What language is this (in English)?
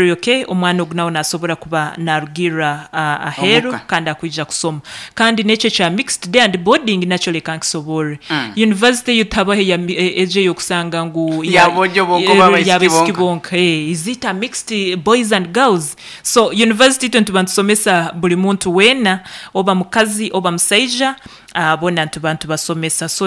Nyankole